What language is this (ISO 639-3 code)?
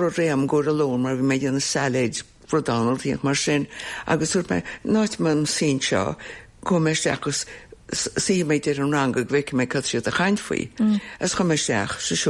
gle